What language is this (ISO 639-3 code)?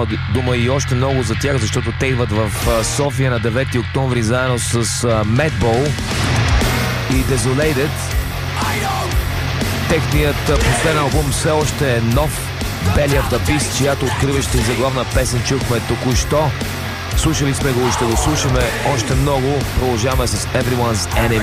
bul